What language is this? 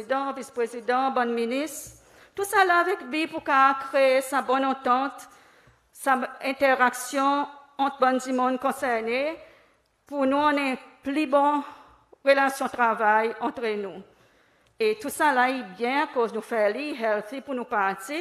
Seselwa Creole French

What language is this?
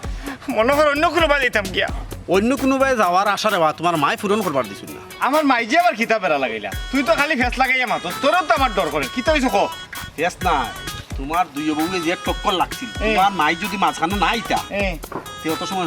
Sylheti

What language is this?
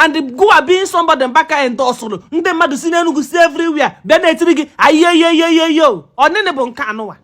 Igbo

